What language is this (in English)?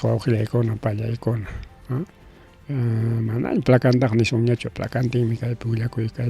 Ayacucho Quechua